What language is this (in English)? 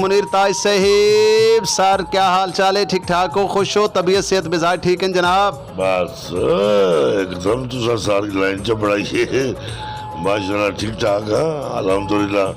Saraiki